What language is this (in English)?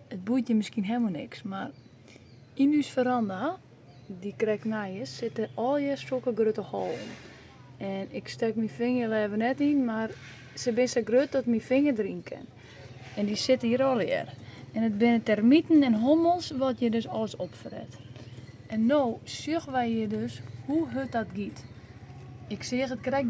Western Frisian